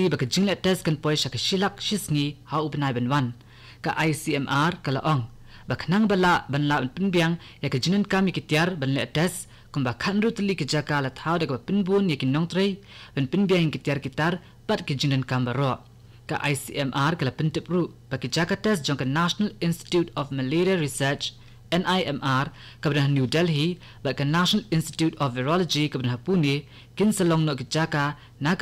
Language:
Khasi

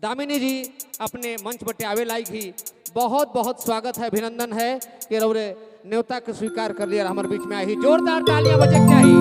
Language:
Sadri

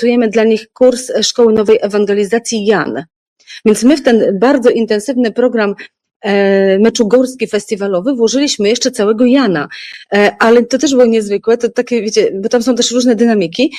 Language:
Polish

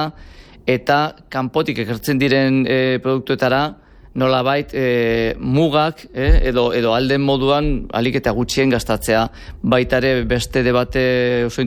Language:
Basque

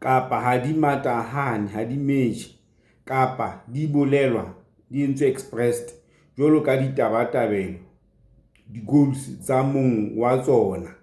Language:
Southern Sotho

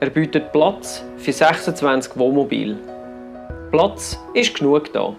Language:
Swiss German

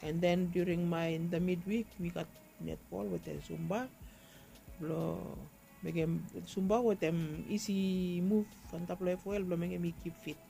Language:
Bislama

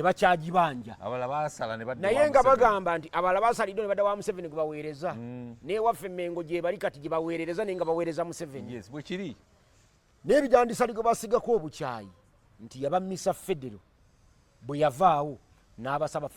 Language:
Ganda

